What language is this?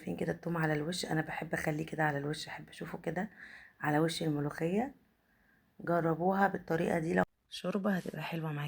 Egyptian Arabic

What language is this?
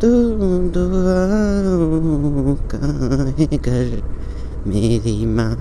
Nepali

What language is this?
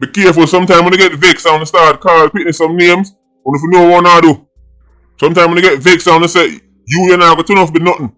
Jamaican Creole English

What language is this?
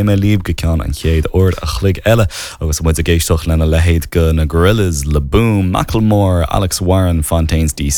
Irish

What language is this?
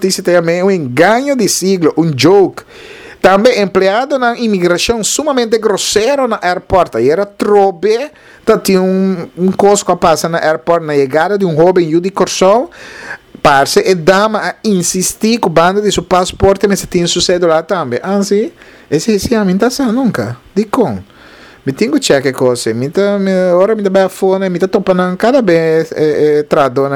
Papiamento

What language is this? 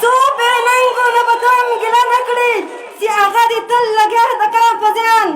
Pashto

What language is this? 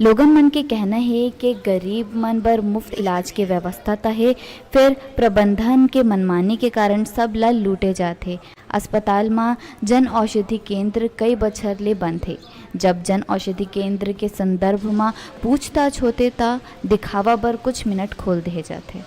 Chhattisgarhi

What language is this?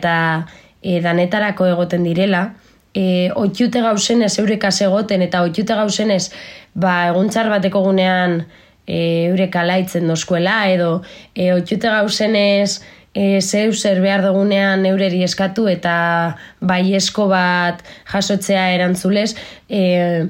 Basque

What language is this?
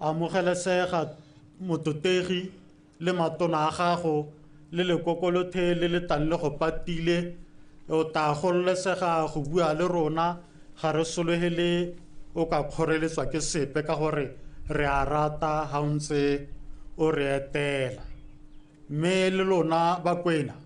Tswana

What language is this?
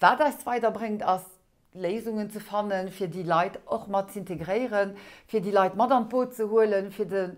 Luxembourgish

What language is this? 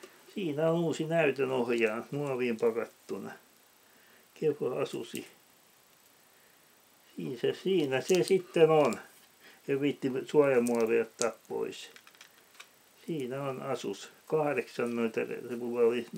Finnish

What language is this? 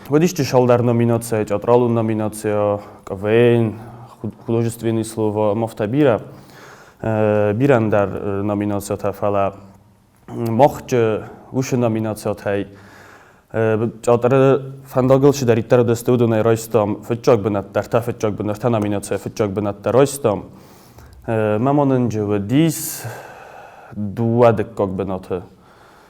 Ossetic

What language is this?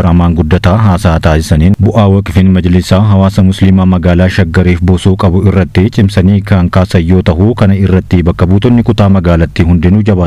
Oromo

